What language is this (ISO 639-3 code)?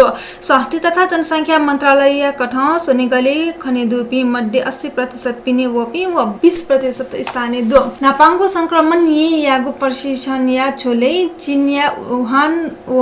new